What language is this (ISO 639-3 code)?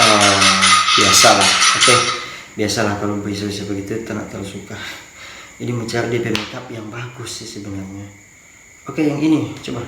xmm